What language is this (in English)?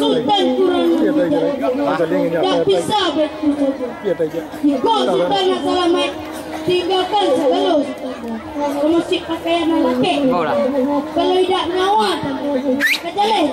Minangkabau